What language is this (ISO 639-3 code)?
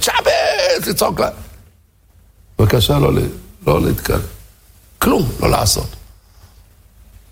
heb